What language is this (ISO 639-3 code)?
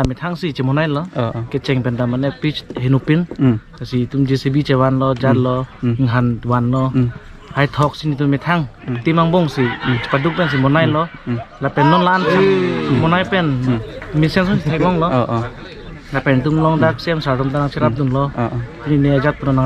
mjw